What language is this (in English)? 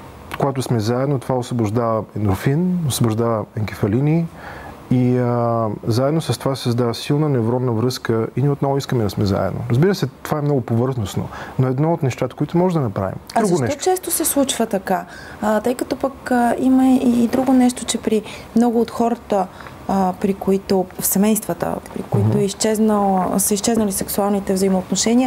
Bulgarian